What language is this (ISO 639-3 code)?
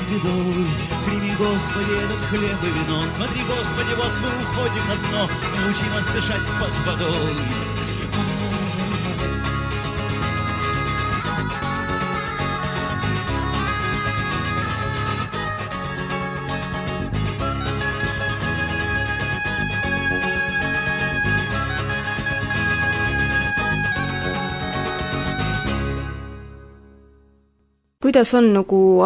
est